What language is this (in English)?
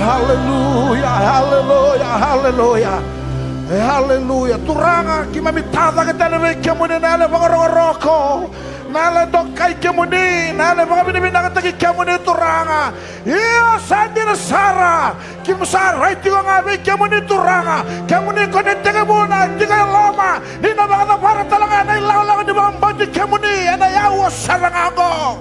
Fijian